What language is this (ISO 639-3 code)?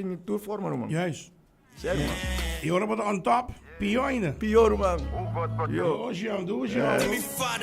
pap